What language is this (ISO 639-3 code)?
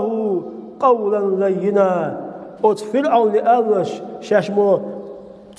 che